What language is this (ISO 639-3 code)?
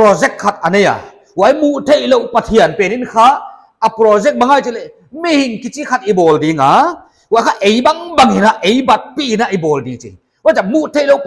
pck